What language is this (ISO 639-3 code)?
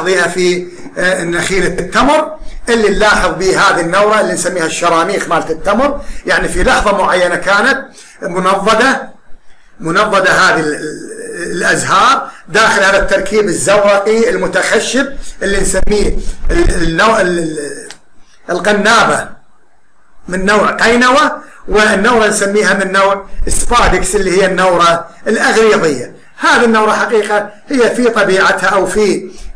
ara